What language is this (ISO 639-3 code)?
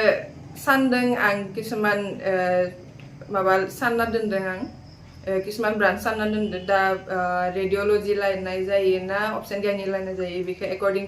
brx